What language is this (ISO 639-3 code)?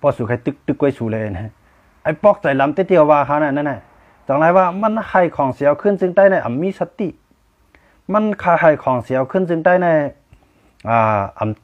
shn